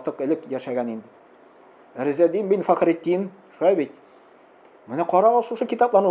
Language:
Tatar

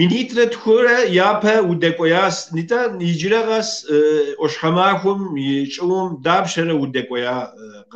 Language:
Kabardian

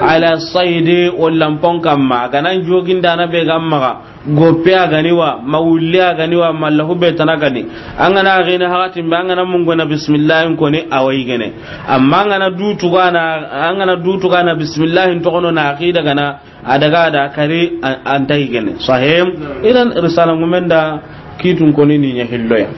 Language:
Soninke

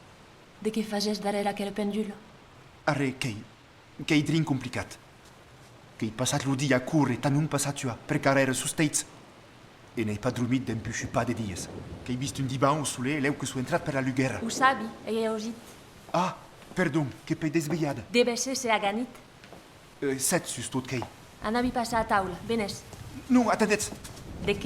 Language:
Occitan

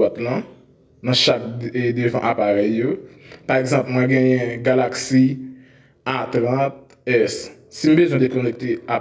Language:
Haitian Creole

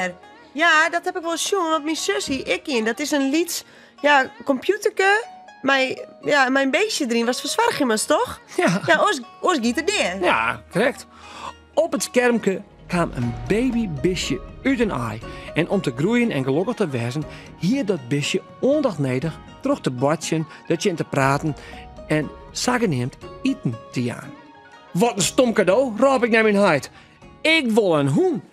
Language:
Western Frisian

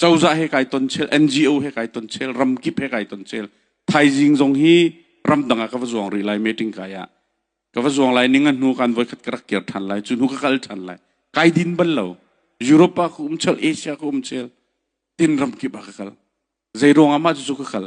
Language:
Hakha Chin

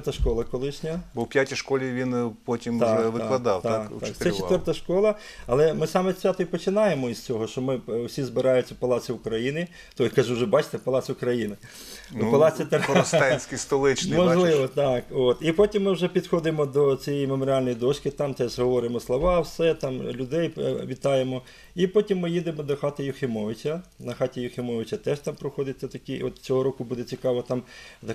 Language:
Ukrainian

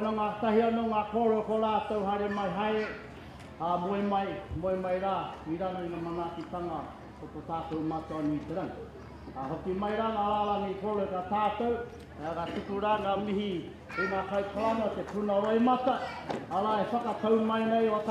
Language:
Māori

